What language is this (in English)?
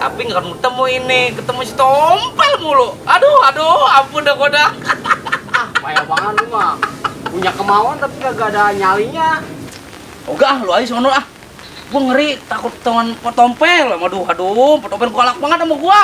Betawi